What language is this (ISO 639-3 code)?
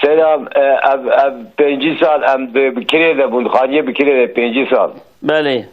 kur